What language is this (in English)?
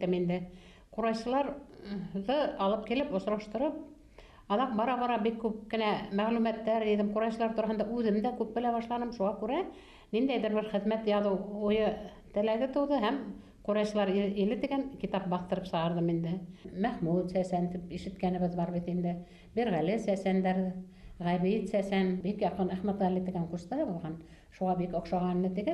Bashkir